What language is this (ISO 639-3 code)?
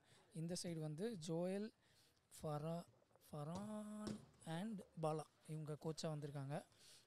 tam